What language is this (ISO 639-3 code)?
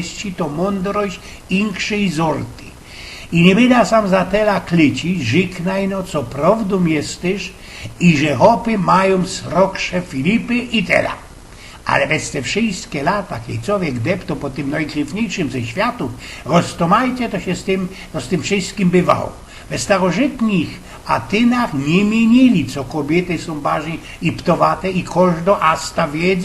szl